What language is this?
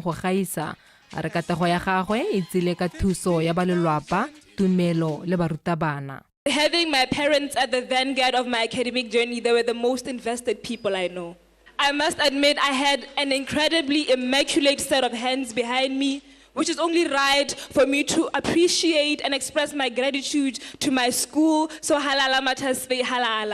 Tswana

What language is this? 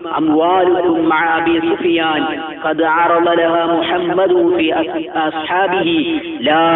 Malayalam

